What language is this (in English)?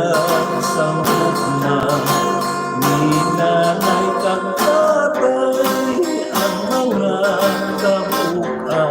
Hiligaynon